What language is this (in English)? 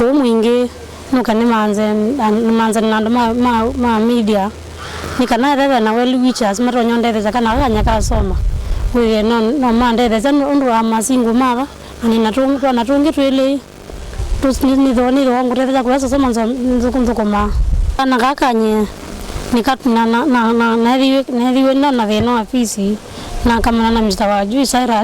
Kamba